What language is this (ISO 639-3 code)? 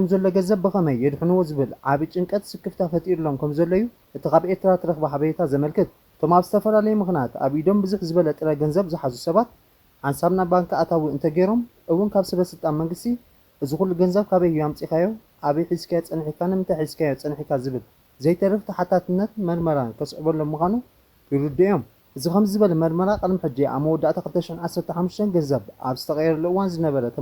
tir